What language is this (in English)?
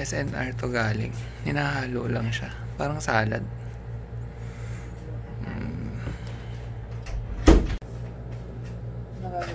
Filipino